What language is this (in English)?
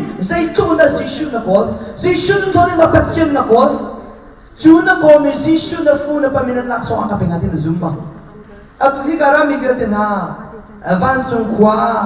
Hakha Chin